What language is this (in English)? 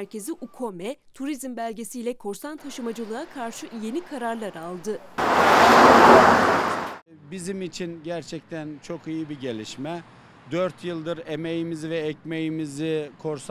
Turkish